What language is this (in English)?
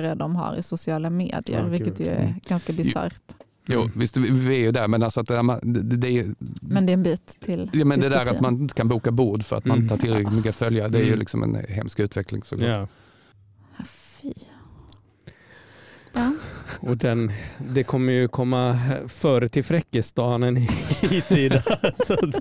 Swedish